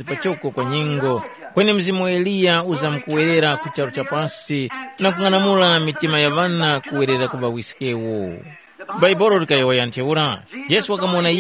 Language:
Tumbuka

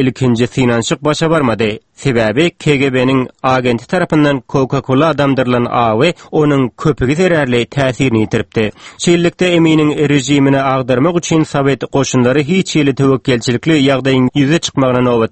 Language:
Turkmen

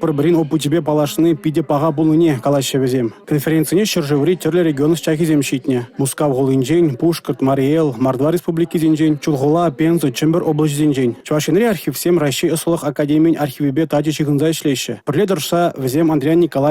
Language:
Chuvash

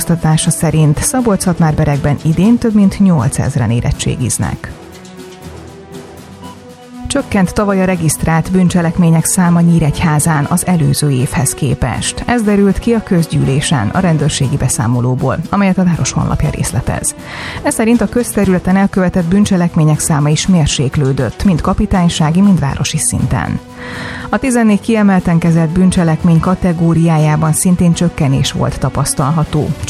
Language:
Hungarian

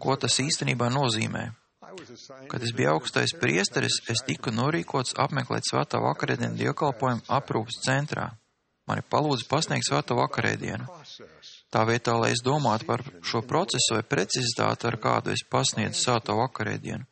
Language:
Latvian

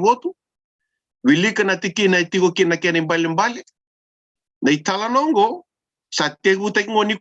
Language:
Fijian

